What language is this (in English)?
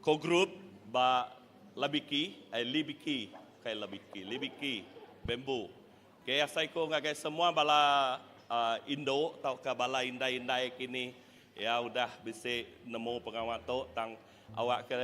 Iban